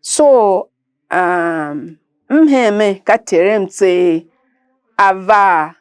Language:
Tiv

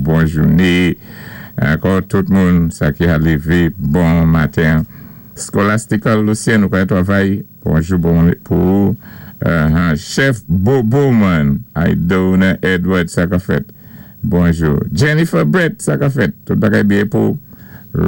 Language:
Saint Lucian Creole French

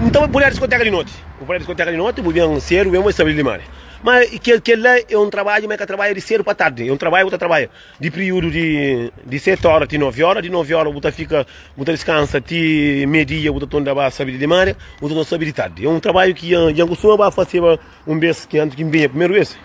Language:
Kabuverdianu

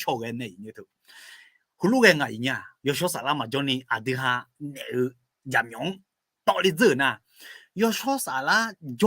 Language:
Akha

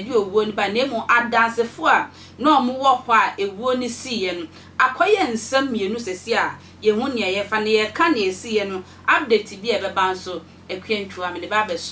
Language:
Akan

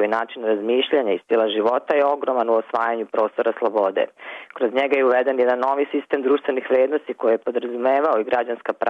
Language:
Serbian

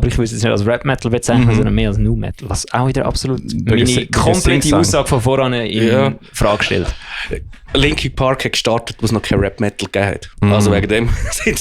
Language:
Swiss German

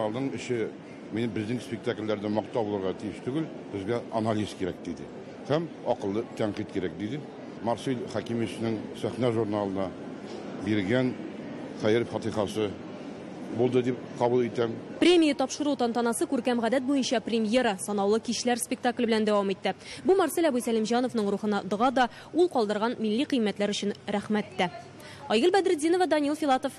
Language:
Tatar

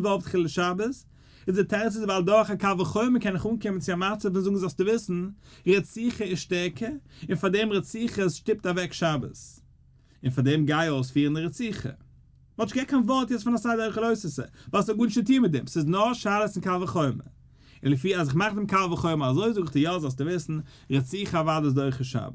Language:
Yiddish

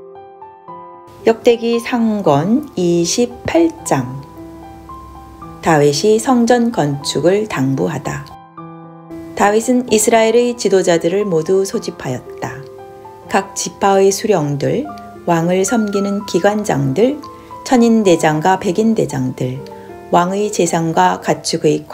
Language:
Korean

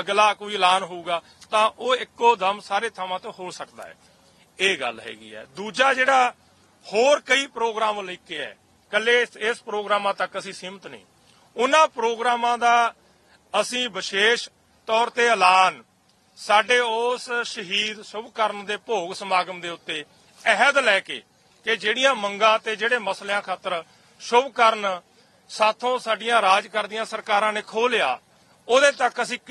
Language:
Punjabi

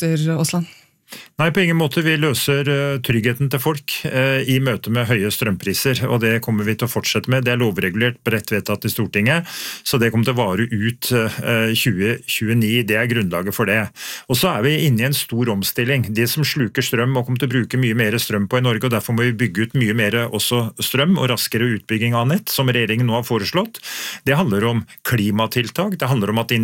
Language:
Norwegian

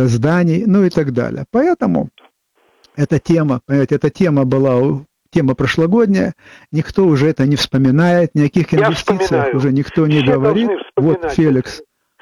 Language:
Russian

